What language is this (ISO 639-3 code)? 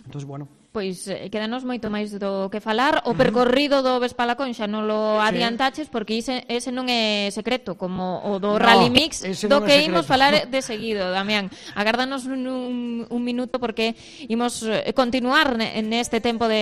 glg